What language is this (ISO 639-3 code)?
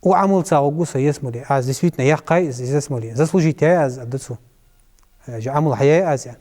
inh